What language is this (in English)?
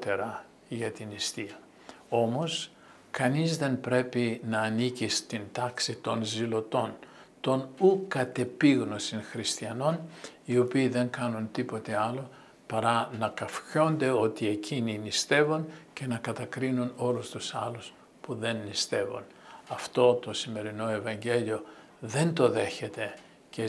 Greek